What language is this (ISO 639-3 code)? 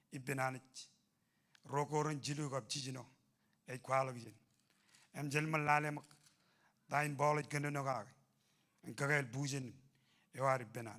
mah